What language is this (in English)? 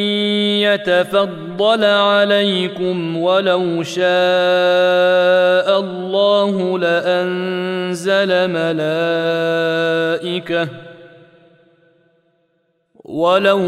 Arabic